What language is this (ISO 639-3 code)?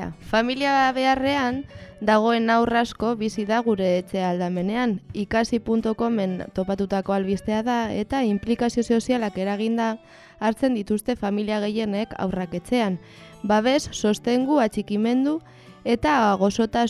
eus